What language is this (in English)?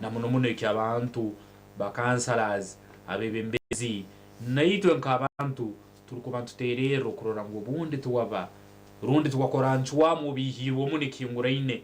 Nyankole